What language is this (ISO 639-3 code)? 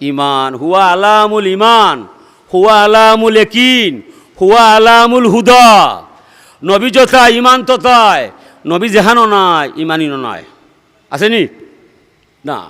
syl